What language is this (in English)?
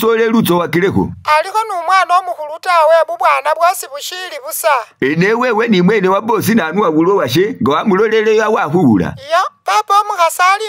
Masaaba